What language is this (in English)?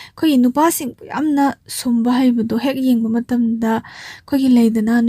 Manipuri